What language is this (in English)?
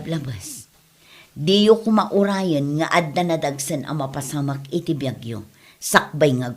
Iloko